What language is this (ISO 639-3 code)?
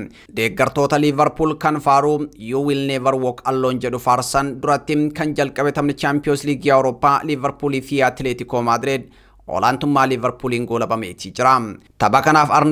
orm